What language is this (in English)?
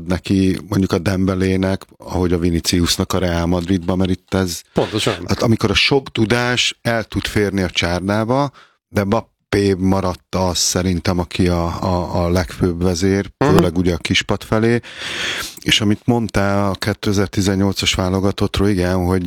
Hungarian